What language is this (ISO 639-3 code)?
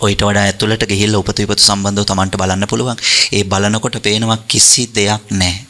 sin